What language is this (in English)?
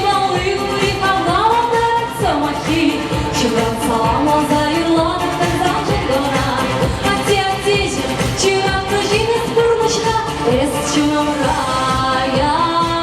Chuvash